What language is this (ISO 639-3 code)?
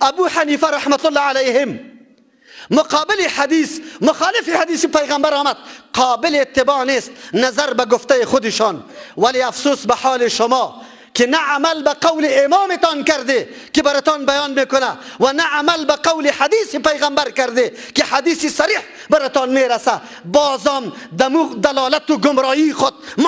fas